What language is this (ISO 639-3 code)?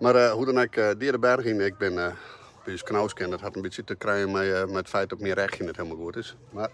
fry